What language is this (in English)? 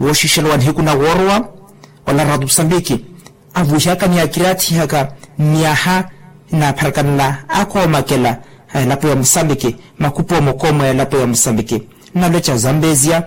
Makhuwa